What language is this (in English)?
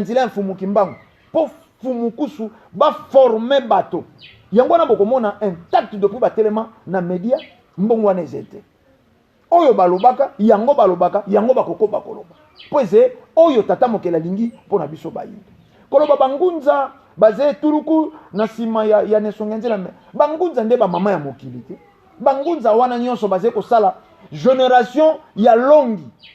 Lingala